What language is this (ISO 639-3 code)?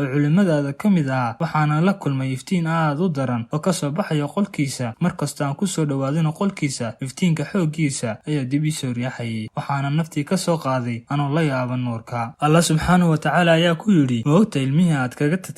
som